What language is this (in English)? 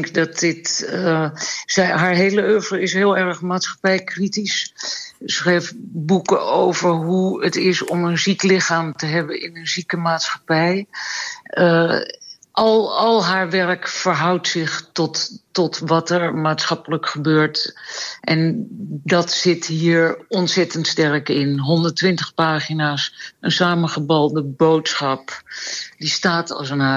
Dutch